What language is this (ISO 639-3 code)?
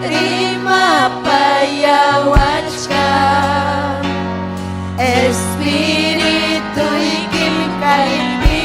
quy